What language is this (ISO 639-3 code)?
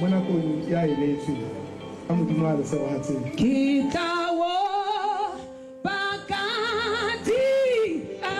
tsn